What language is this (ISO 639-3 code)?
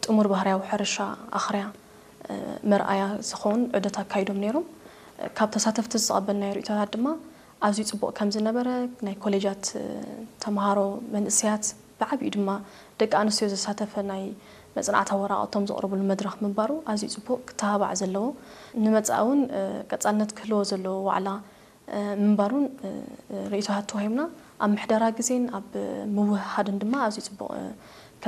tir